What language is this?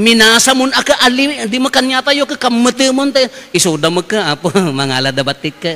Iloko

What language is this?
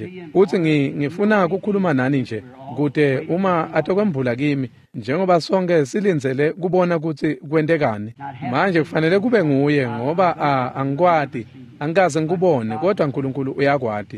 Swati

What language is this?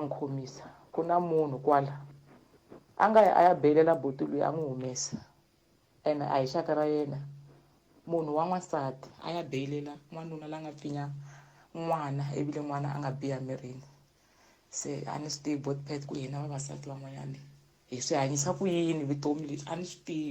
Tsonga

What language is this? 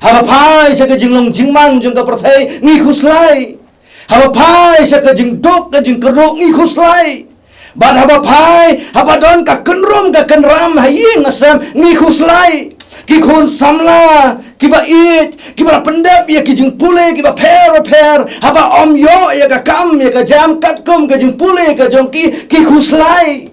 Khasi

